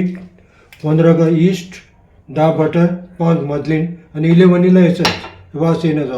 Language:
Konkani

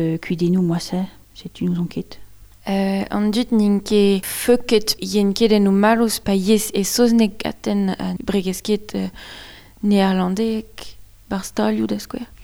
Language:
Breton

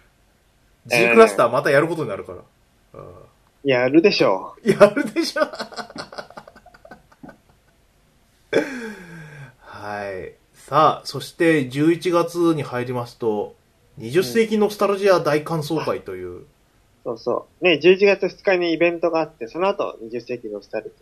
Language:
Japanese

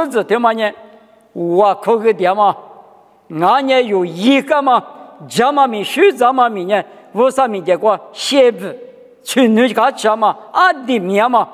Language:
Lisu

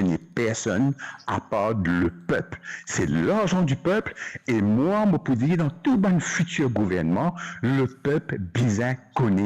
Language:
Morisyen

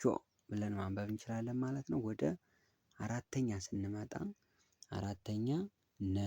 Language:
Amharic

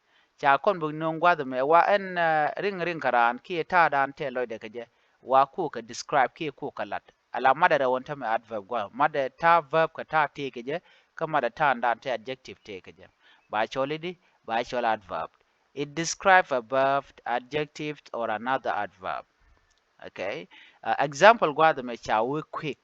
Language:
Nuer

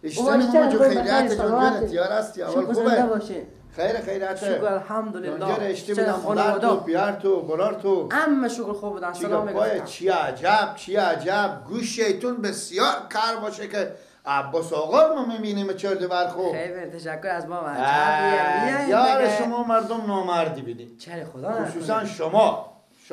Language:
Persian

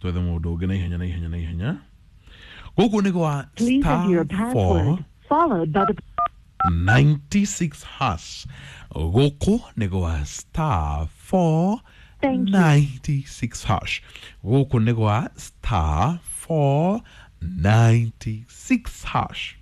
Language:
Kikuyu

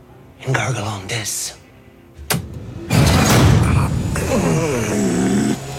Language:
Catalan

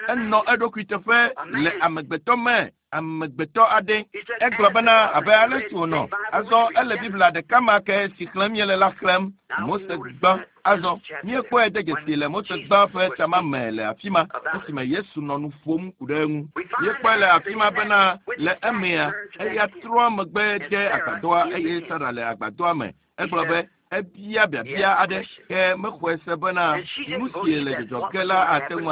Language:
Ewe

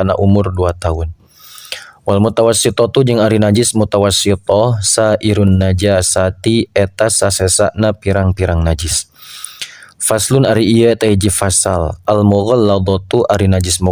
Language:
Sundanese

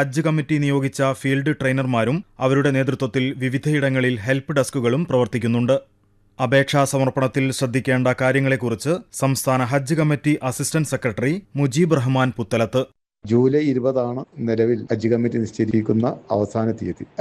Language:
Malayalam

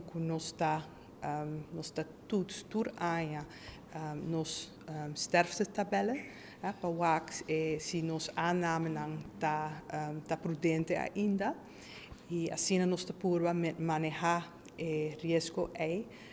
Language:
Papiamento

